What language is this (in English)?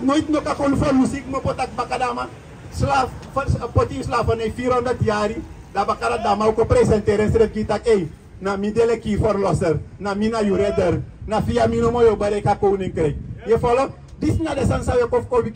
Sranan Tongo